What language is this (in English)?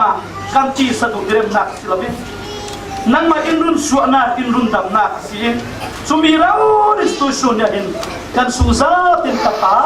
Falam Chin